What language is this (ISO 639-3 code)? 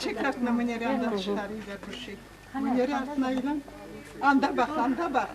crh